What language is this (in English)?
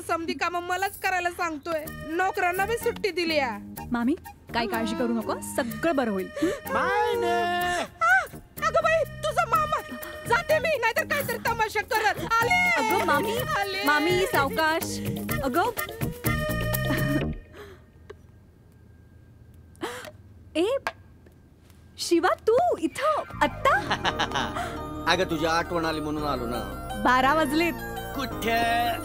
Marathi